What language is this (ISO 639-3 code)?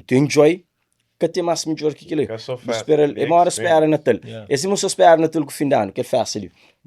kea